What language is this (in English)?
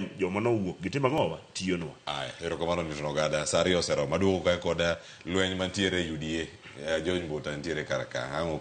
Luo (Kenya and Tanzania)